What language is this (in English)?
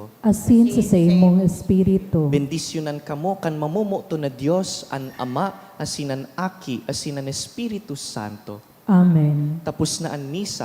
Bikol